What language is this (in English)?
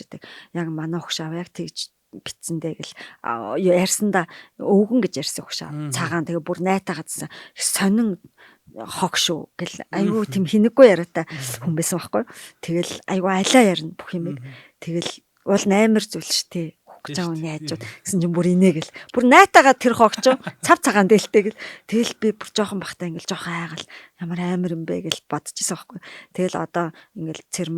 Mongolian